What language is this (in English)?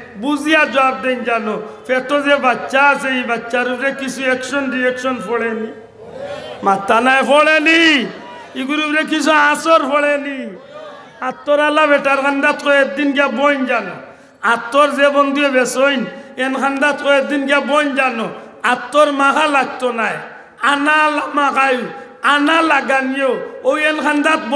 Sylheti